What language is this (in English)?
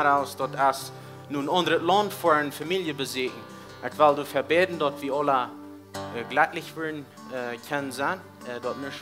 Plautdietsch